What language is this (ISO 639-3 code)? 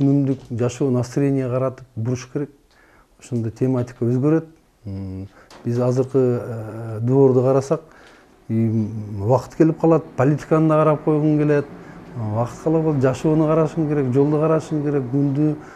kir